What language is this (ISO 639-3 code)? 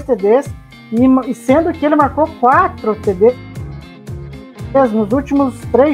por